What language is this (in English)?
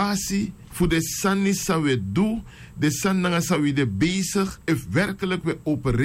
Sranan Tongo